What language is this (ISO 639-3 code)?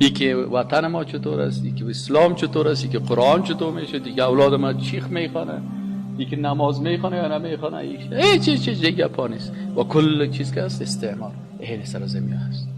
fas